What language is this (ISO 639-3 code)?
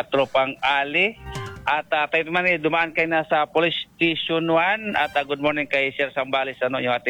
fil